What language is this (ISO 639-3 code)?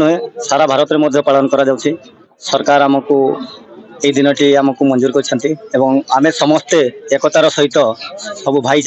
ori